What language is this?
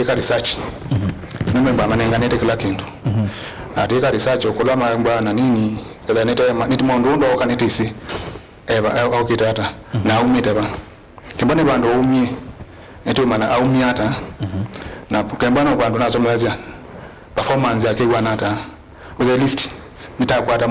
Kamba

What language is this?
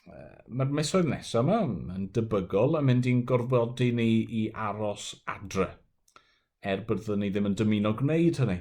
Welsh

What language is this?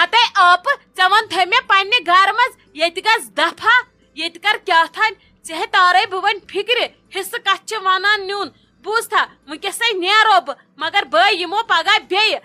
Kashmiri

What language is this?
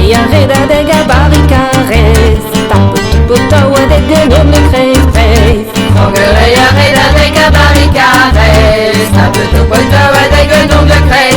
Breton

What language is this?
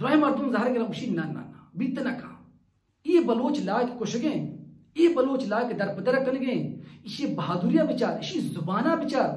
Baluchi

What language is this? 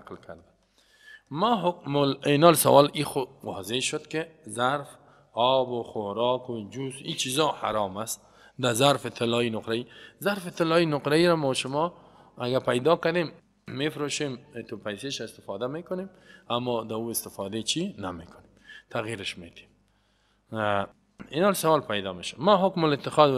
Persian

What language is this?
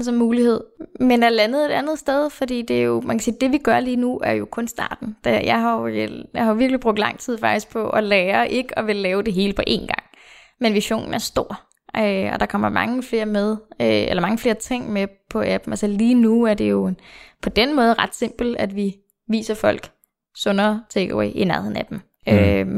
Danish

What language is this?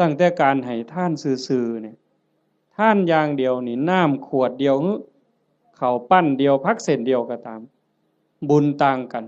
Northeastern Thai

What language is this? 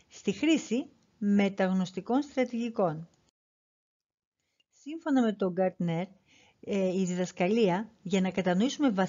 Greek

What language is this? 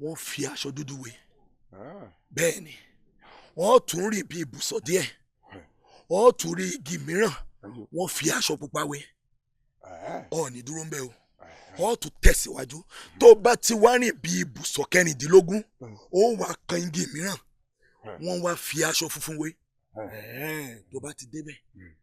Yoruba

